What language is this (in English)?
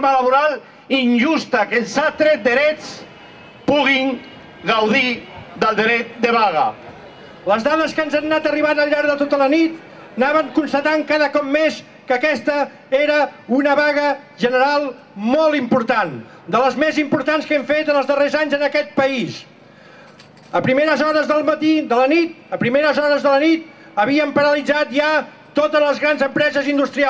Catalan